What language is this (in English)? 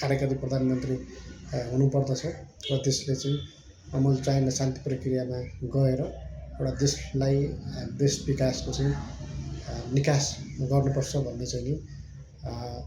Nepali